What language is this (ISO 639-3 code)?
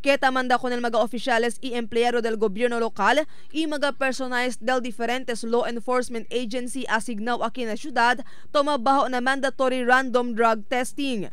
cbk